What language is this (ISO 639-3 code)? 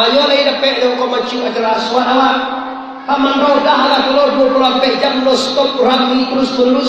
min